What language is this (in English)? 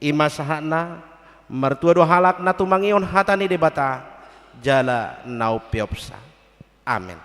Batak Toba